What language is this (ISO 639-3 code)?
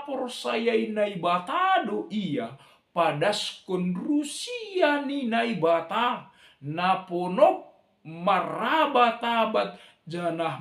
bts